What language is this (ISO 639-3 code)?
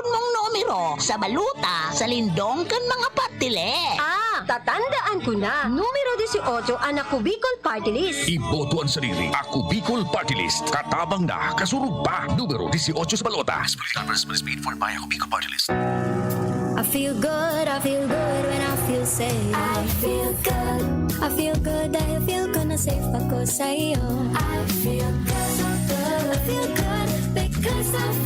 bik